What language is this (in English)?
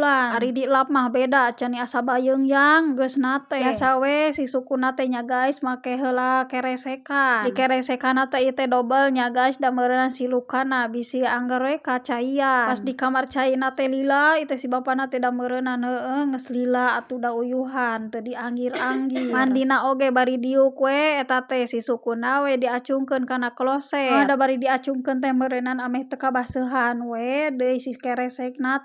Sundanese